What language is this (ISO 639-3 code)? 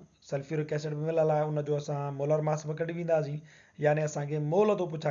snd